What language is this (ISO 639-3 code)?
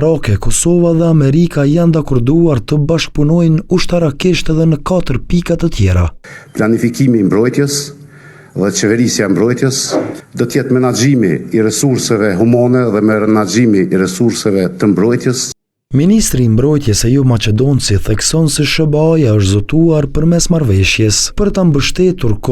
sqi